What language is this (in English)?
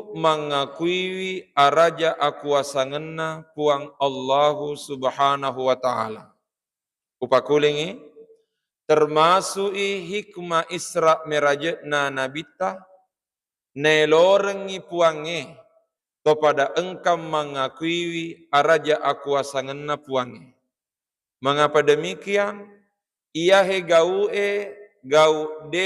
Buginese